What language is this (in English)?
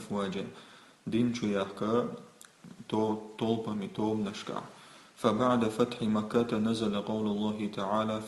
Chechen